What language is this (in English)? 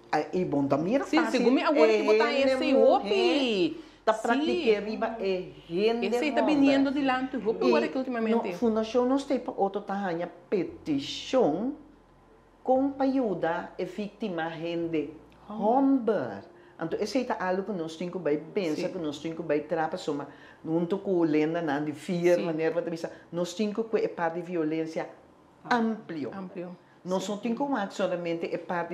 Papiamento